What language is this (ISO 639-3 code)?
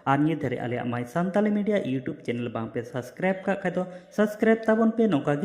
sat